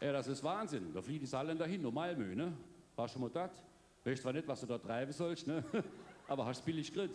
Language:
Palatine German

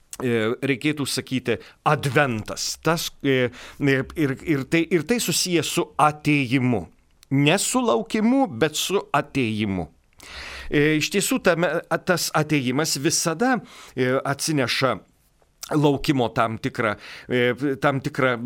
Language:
Lithuanian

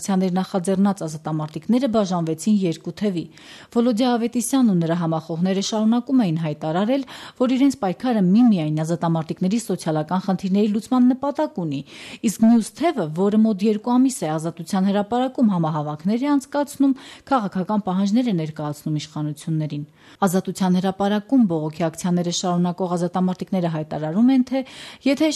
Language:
Armenian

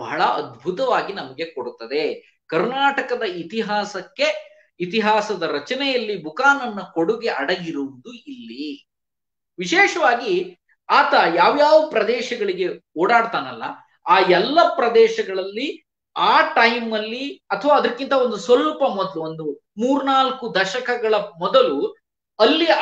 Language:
Kannada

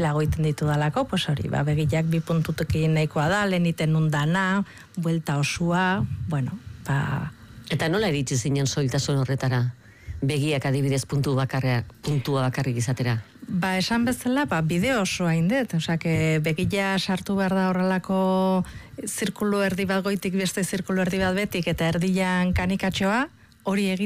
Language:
Basque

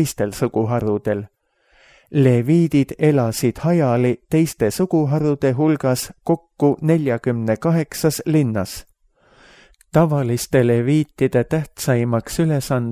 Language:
Estonian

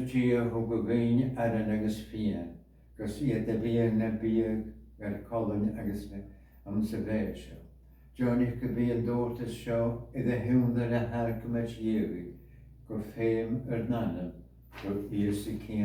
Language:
Scottish Gaelic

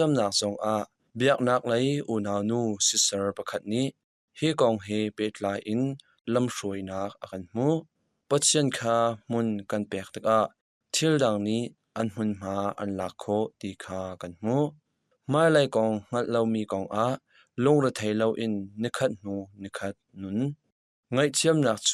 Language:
Hakha Chin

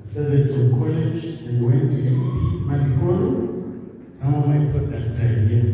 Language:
Tswana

